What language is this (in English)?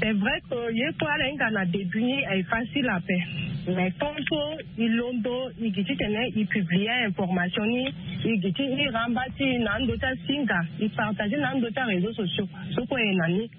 Sango